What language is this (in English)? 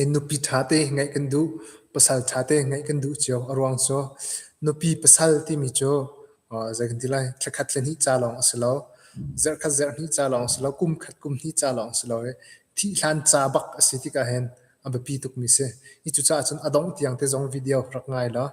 Hakha Chin